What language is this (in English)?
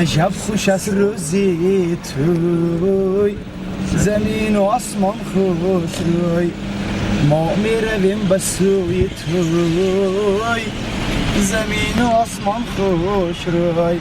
Tajik